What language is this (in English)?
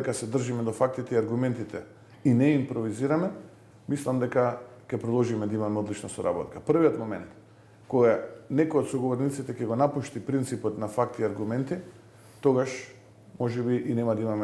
Macedonian